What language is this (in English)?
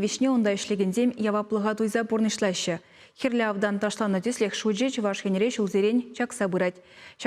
Chuvash